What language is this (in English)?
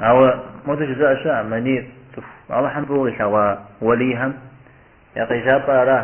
Kabardian